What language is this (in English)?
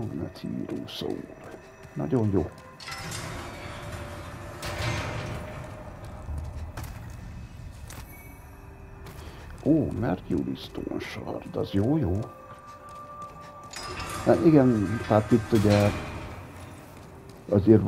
Hungarian